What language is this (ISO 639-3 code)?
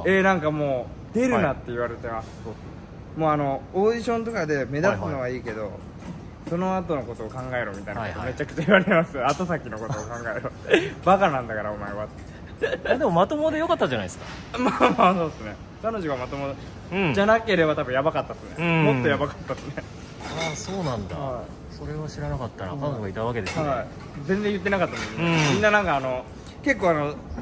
jpn